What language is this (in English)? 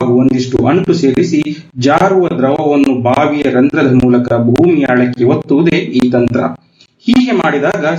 Kannada